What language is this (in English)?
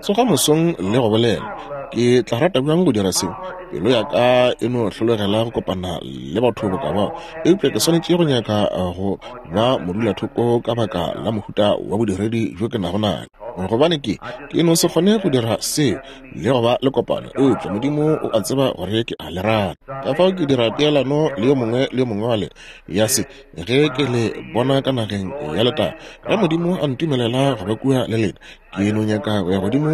Northern Sotho